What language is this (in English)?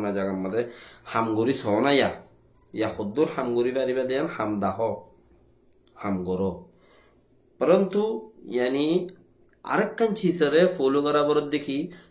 Rohingya